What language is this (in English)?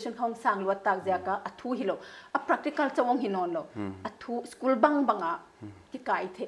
Paite Chin